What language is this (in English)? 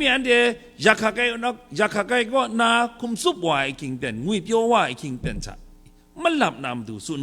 Kachin